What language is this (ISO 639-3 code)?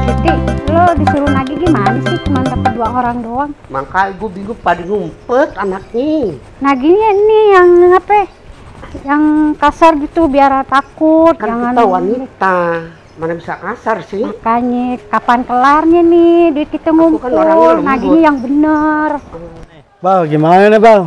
bew